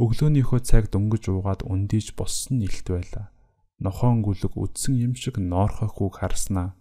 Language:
Mongolian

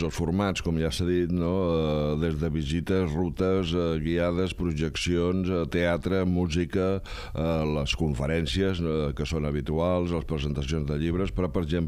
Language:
Catalan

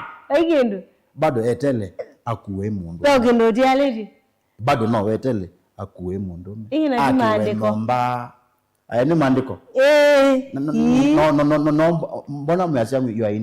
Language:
Kamba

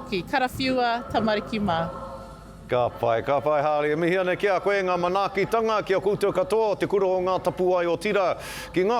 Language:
Māori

